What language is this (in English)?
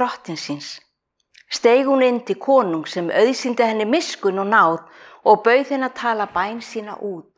Icelandic